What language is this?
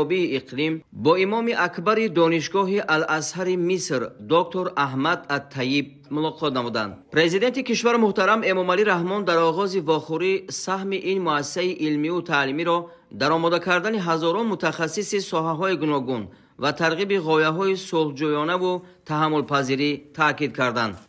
Tajik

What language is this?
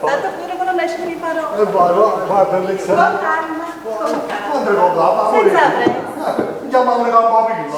Neapolitan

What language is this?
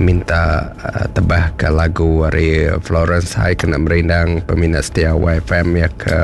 Iban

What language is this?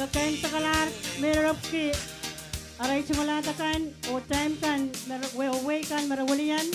Pohnpeian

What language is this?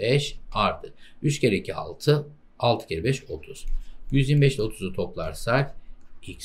Turkish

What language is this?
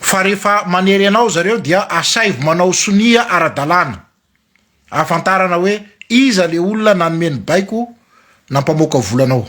Malagasy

